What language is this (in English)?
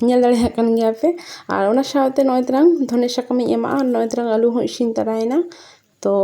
Santali